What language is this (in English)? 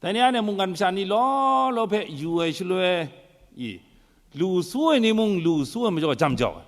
Kachin